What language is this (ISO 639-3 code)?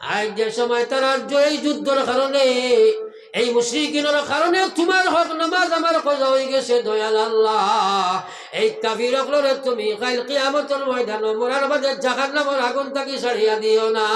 syl